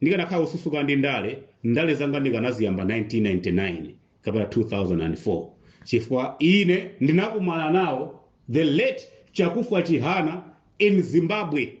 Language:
Nyanja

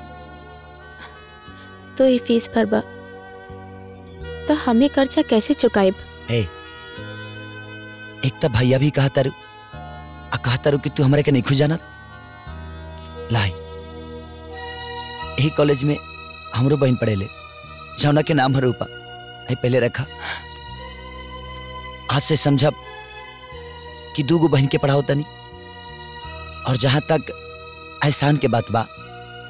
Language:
Bhojpuri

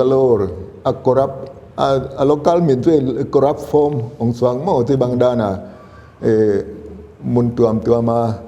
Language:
Paite Chin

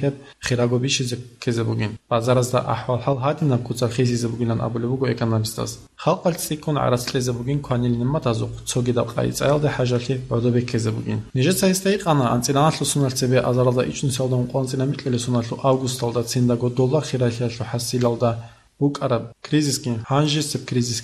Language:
Avaric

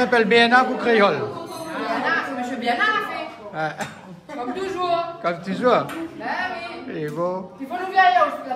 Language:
Réunion Creole French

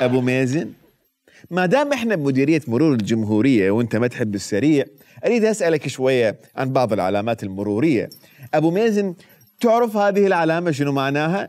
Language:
Mesopotamian Arabic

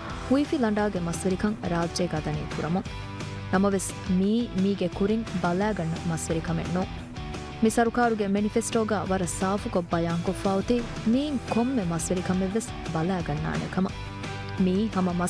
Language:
Divehi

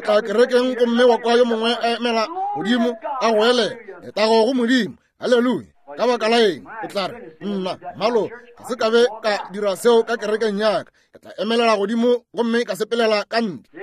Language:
Northern Sotho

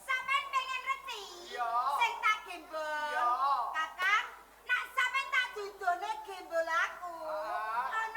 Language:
Javanese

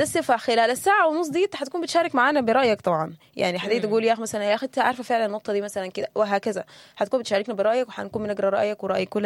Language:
Sudanese Arabic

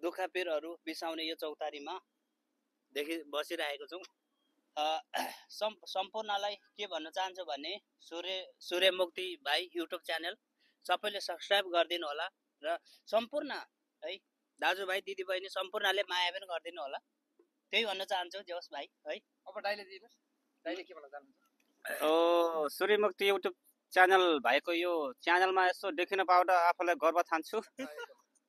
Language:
Nepali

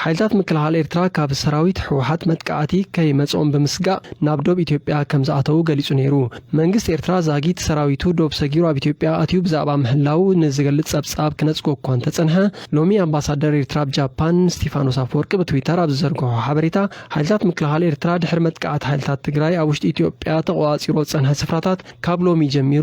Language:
Tigrinya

